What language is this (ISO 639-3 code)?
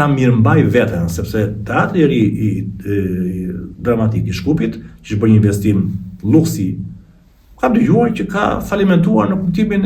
sqi